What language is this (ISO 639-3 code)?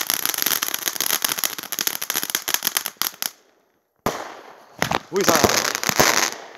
fin